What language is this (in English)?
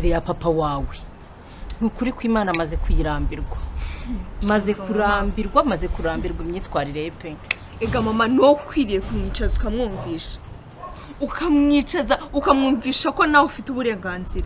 Kinyarwanda